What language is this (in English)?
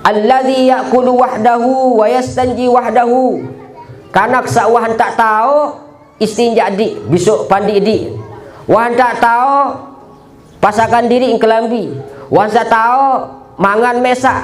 Sasak